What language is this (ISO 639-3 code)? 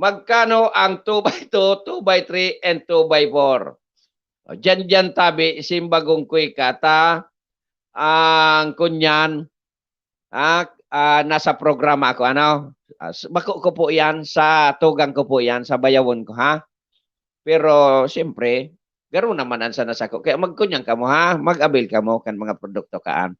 bik